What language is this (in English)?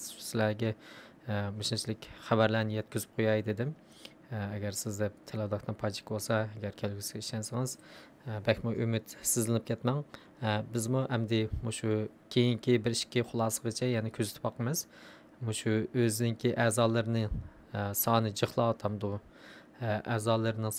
Uyghur